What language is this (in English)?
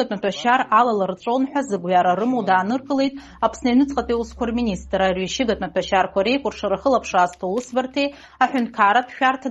Abkhazian